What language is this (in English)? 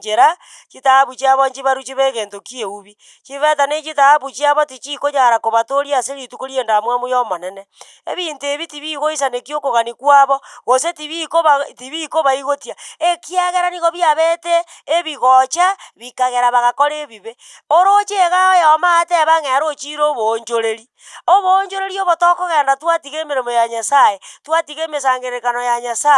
Gusii